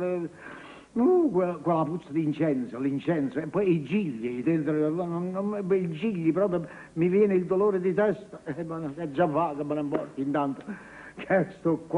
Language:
Neapolitan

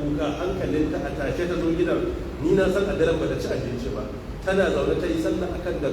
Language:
Hausa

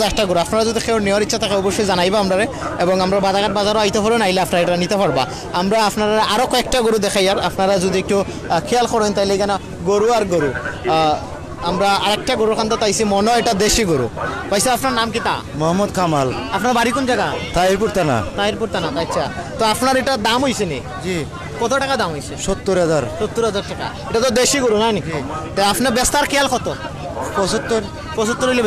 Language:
Sylheti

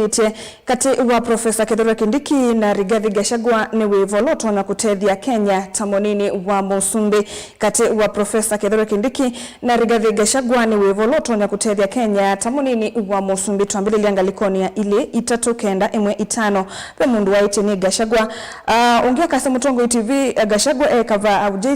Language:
Kamba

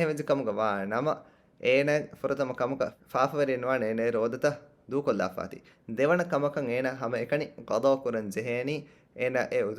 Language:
Divehi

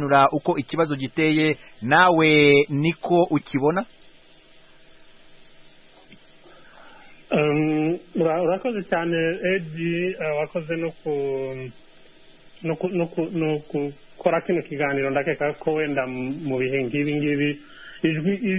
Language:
Kinyarwanda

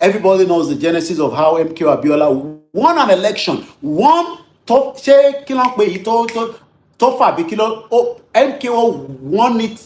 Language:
Yoruba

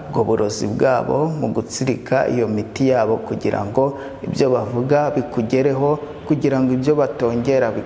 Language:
Kinyarwanda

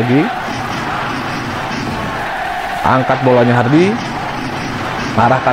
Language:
Indonesian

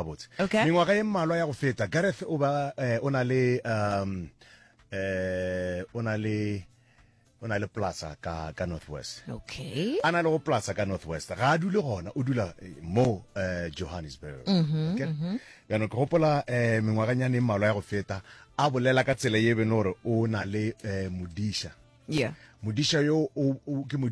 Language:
Northern Sotho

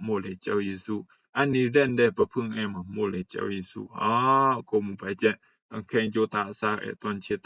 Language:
Rumai Palaung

